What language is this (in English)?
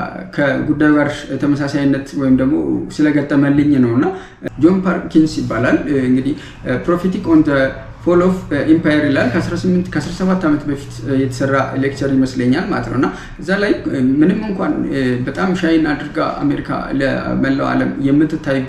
Amharic